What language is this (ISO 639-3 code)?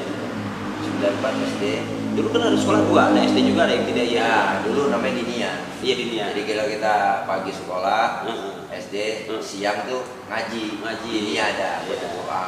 bew